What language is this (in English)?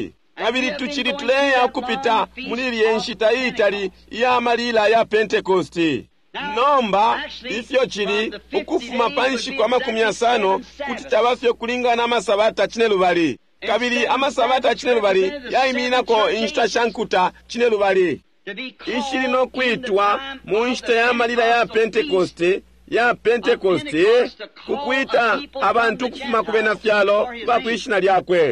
Bemba